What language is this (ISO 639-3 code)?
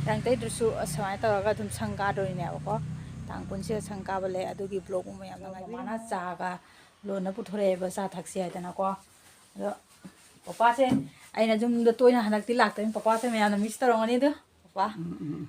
mni